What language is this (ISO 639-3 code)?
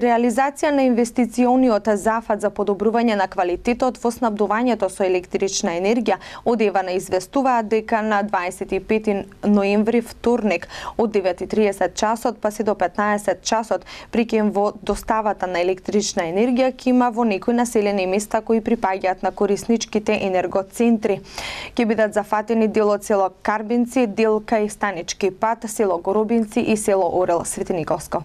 mkd